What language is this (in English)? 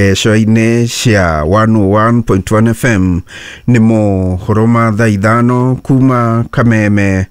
Kikuyu